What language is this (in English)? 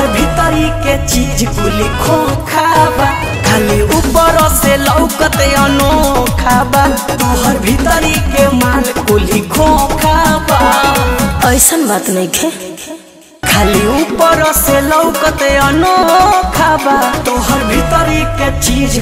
Bhojpuri